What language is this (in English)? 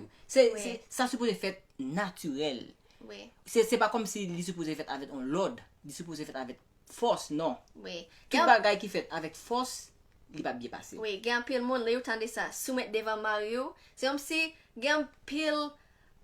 Haitian Creole